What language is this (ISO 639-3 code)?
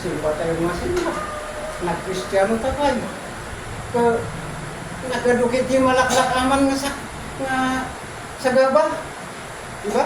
ilo